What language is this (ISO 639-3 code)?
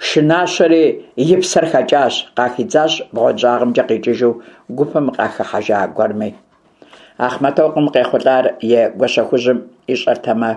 kbd